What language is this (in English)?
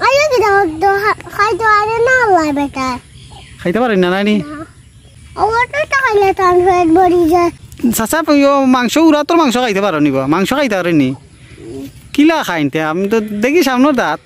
Sylheti